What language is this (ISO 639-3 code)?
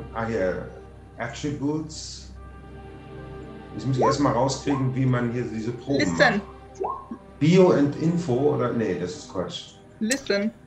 deu